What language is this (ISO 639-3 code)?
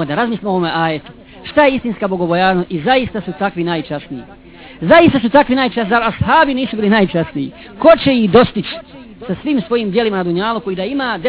bos